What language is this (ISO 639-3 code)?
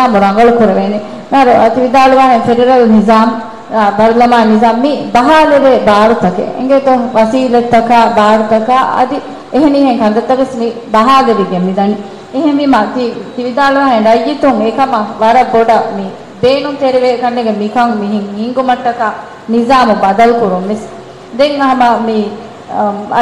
div